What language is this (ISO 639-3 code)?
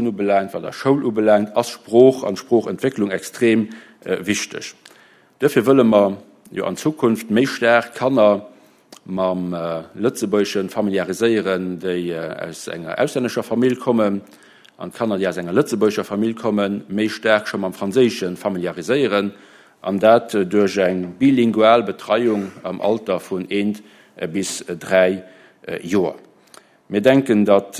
ltz